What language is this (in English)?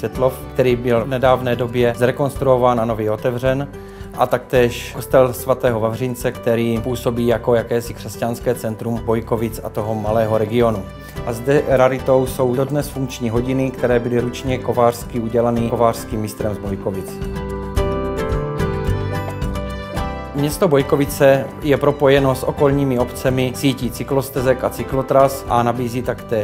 Czech